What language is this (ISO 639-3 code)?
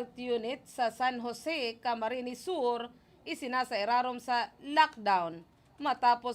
bik